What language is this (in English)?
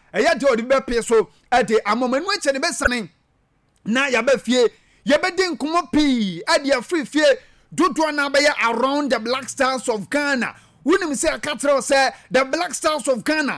Akan